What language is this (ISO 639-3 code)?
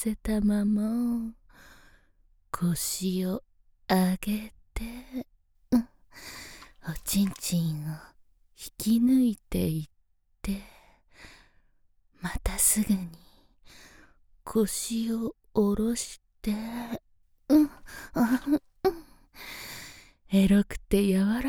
jpn